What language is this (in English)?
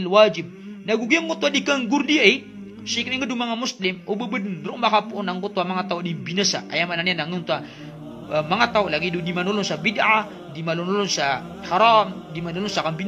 Maranao